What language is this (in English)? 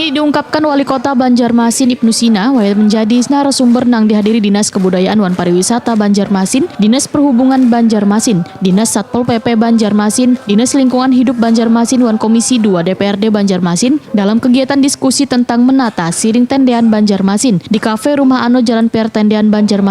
Banjar